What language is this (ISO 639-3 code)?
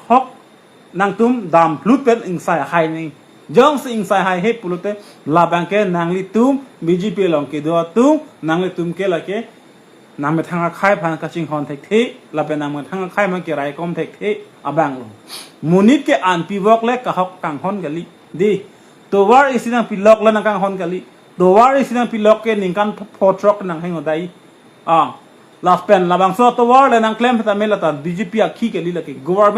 mjw